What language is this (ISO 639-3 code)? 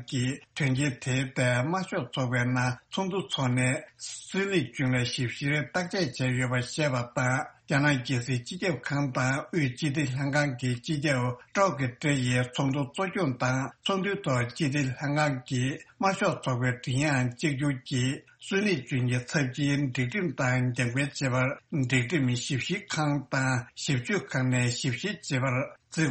bod